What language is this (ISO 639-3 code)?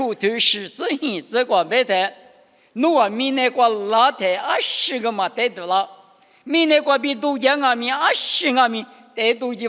lis